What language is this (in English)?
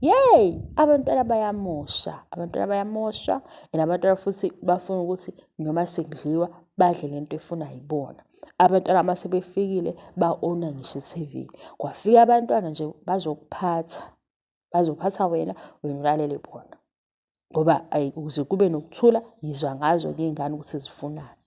Zulu